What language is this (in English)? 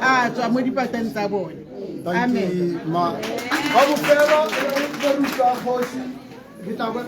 Tswana